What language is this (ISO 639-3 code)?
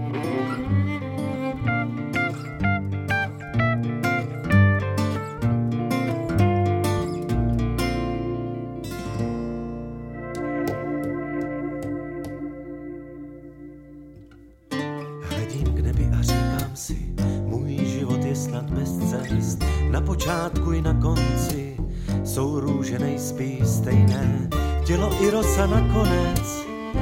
ces